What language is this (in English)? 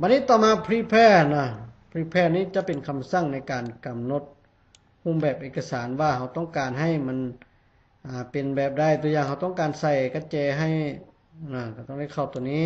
Lao